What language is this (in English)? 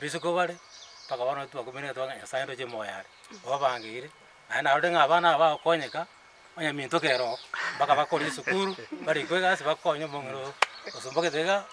Gusii